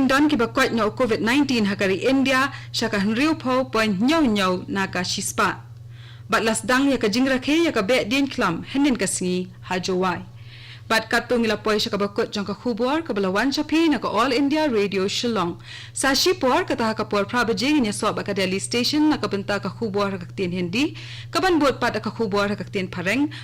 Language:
Khasi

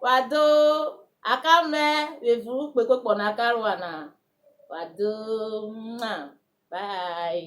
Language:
Urhobo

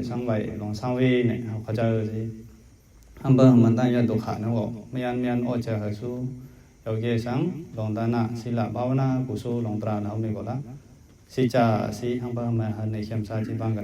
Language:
Mon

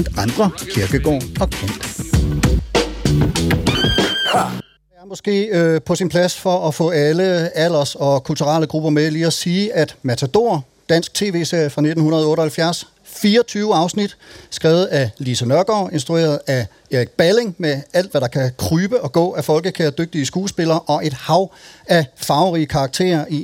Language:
Danish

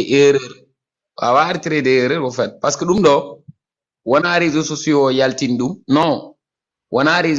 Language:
Fula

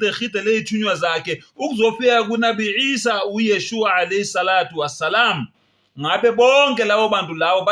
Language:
Zulu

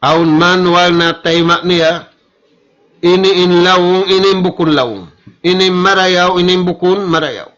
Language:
Tausug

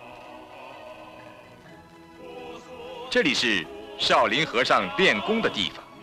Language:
Chinese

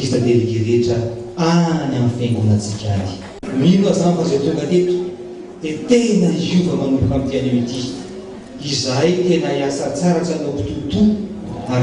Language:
Malagasy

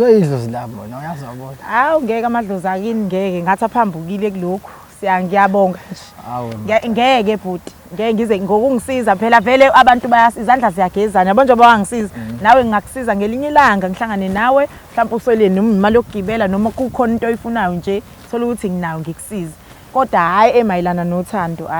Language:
Zulu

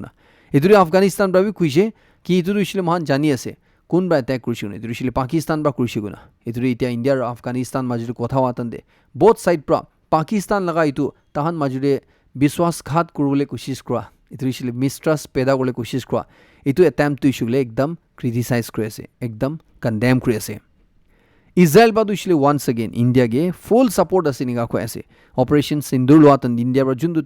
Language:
Naga Pidgin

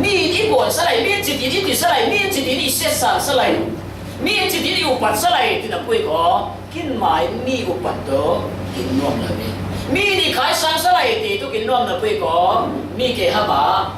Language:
Falam Chin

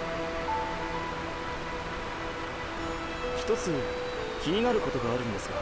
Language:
Japanese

